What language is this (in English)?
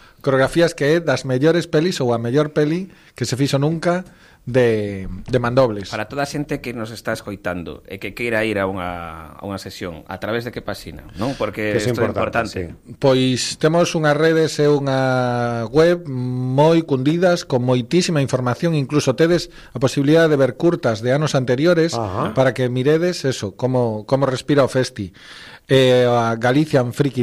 Galician